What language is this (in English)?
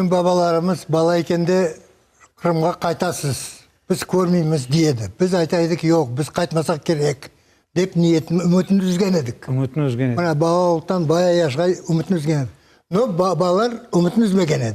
Crimean Tatar